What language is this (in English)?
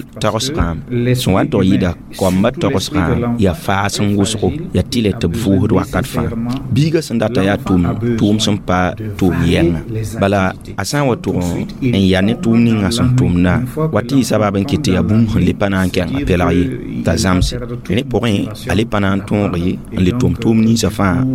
Mossi